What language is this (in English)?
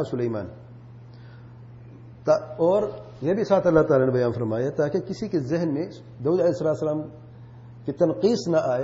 Urdu